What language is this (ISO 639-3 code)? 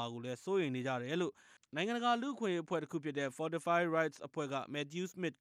mya